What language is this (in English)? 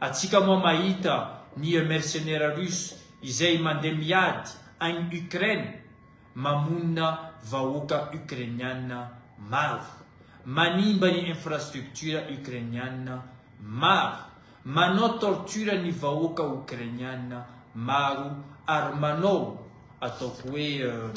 Malagasy